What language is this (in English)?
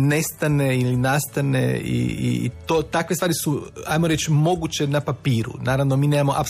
Croatian